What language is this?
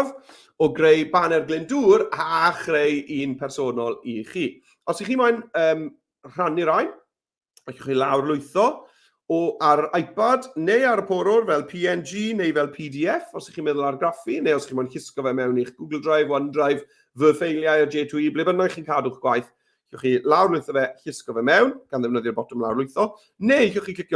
Welsh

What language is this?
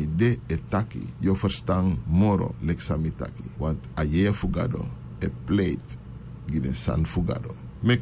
Sranan Tongo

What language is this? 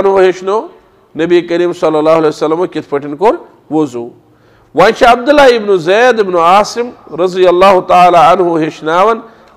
Kashmiri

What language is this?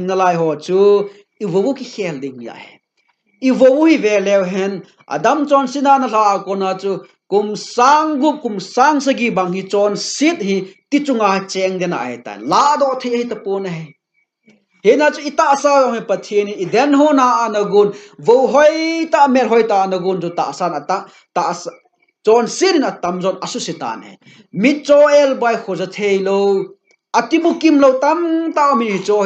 Thado Chin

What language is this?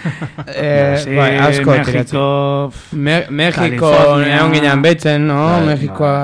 Basque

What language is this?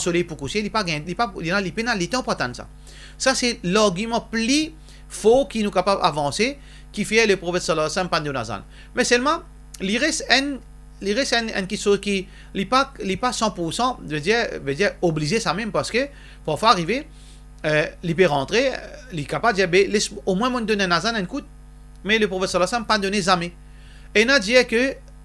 Morisyen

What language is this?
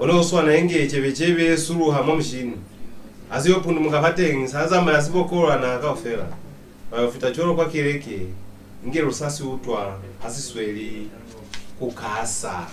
Lozi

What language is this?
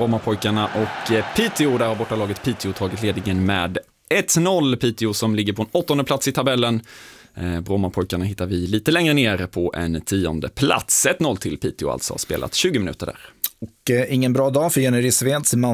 Swedish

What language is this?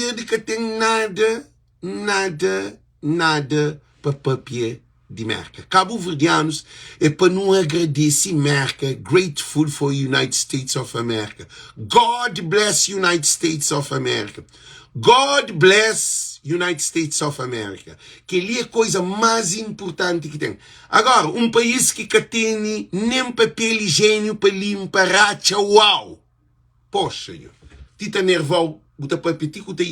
Kabuverdianu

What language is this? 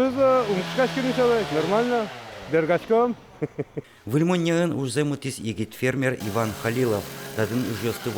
Udmurt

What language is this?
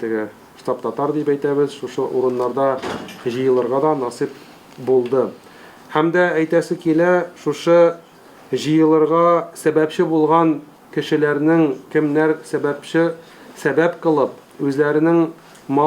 Tatar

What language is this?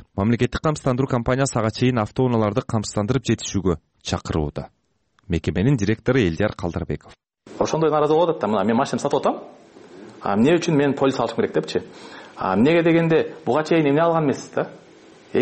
Kyrgyz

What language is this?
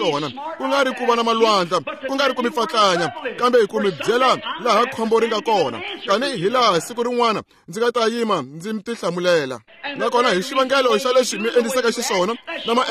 Tsonga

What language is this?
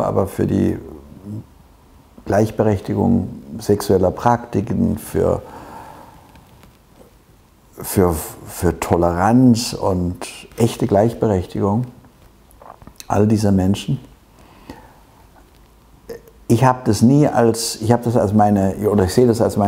German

